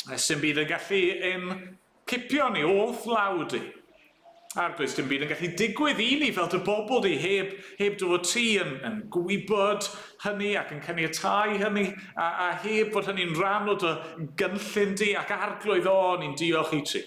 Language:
Welsh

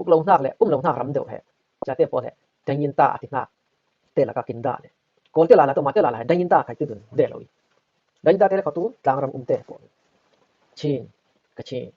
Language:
Falam Chin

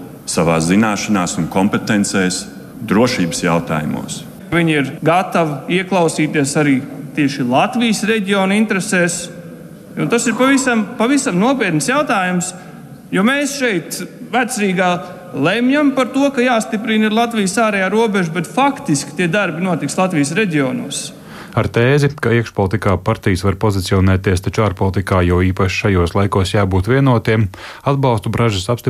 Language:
Latvian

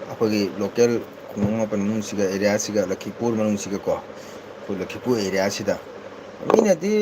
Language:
Manipuri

